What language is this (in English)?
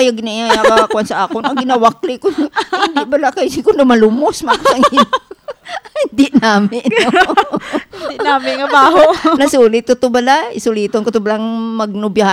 Hiligaynon